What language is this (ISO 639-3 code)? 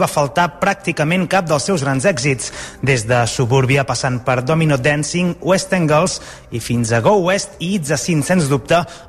cat